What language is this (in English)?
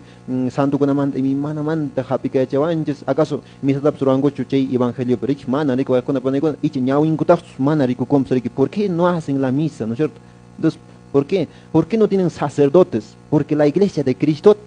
Quechua